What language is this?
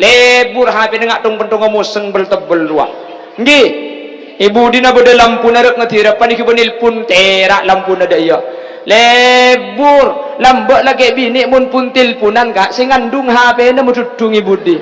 Madurese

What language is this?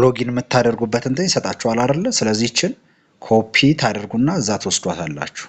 Amharic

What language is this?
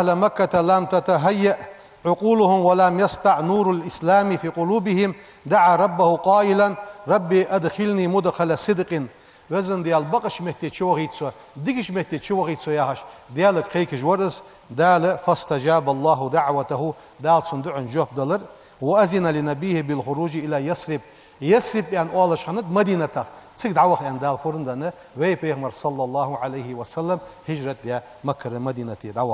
Ingush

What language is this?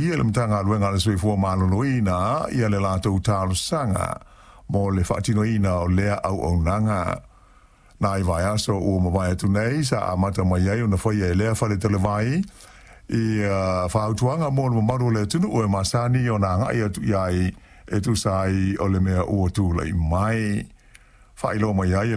Samoan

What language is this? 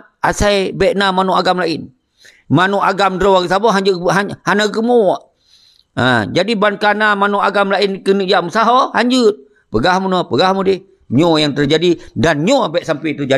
Achinese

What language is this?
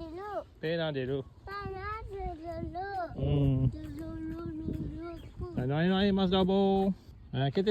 Morisyen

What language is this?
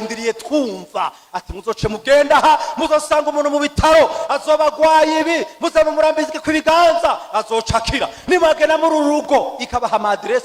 Rundi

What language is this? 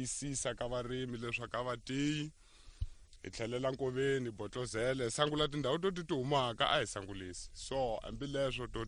Tsonga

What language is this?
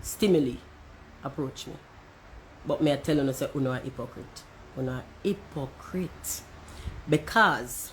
Jamaican Creole English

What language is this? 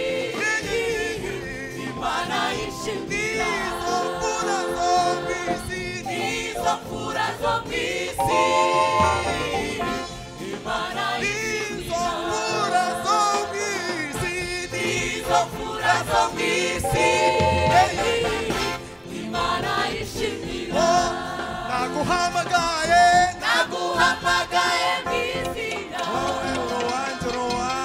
Kinyarwanda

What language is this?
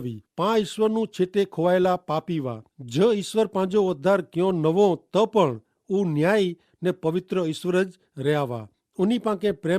Kachhi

